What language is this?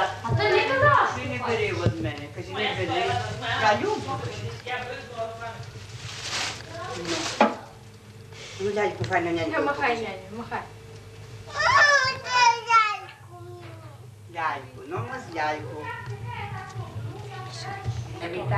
Ukrainian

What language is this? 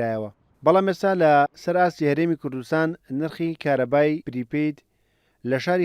Central Kurdish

